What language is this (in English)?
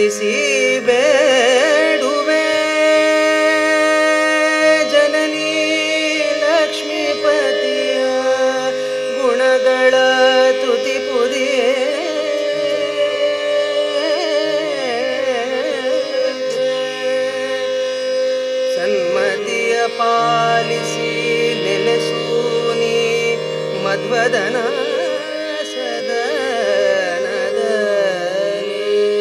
Kannada